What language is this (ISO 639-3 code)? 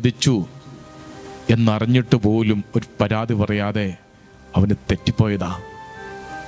mal